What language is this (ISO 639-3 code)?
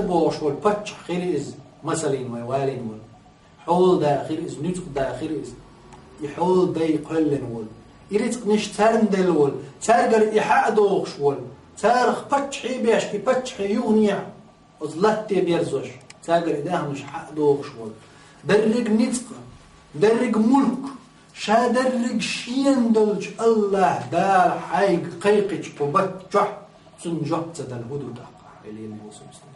che